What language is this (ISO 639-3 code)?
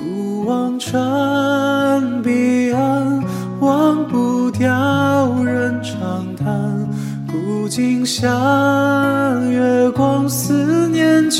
zho